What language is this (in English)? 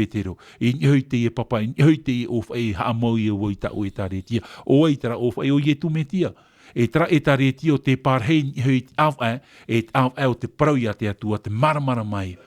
Tahitian